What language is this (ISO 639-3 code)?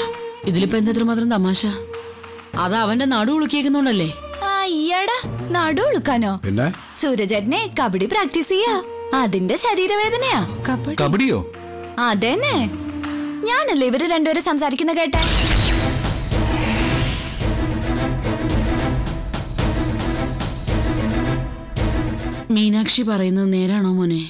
mal